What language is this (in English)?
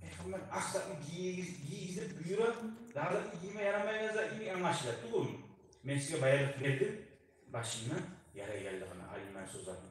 Kumyk